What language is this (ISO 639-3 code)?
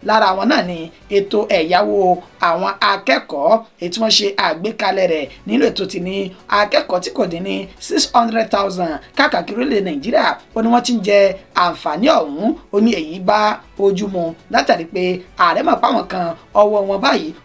yor